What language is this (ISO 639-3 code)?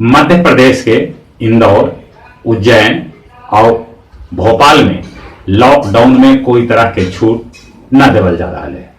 mag